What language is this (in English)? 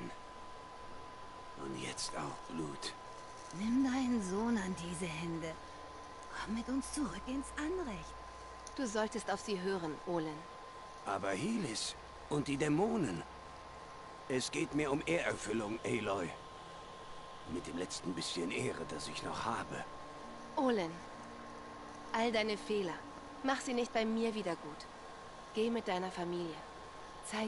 German